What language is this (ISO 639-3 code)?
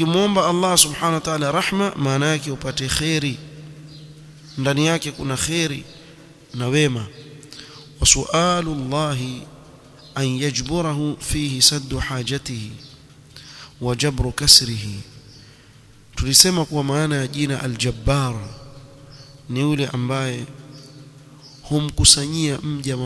swa